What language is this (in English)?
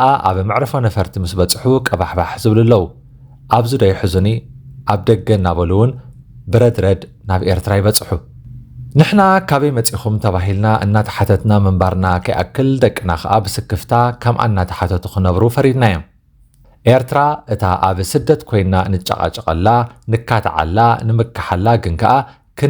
Tigrinya